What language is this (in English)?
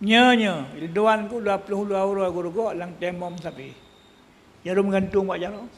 Achinese